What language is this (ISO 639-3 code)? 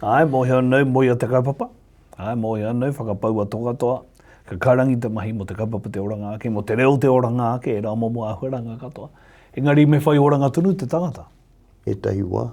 mri